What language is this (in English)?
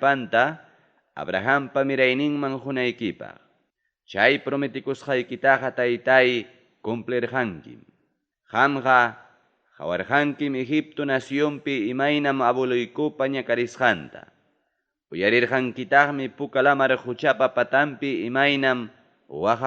Ayacucho Quechua